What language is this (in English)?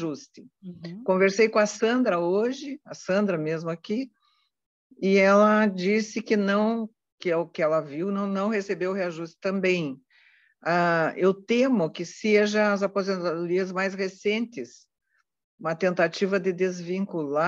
Portuguese